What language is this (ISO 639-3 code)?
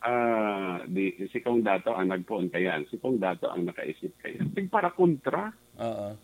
bik